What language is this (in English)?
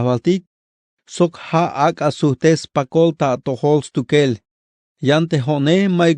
Tzeltal